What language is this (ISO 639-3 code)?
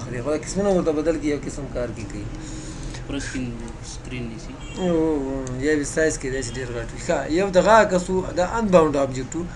pus